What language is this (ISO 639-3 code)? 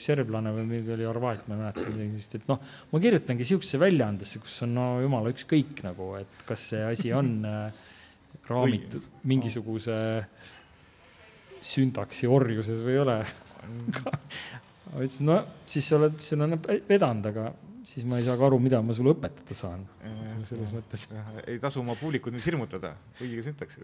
est